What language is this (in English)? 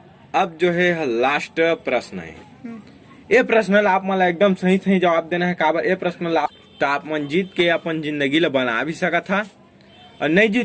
Chhattisgarhi